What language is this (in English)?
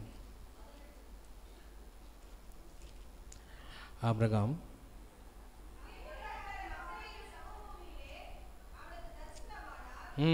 Tamil